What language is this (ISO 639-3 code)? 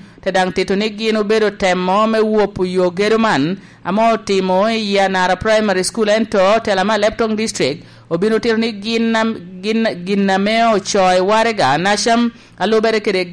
laj